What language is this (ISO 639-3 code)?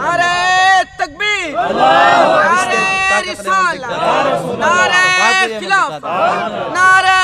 skr